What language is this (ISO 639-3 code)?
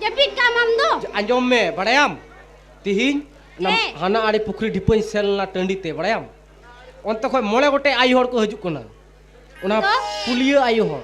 sat